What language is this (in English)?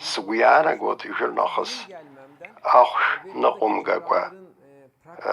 Abkhazian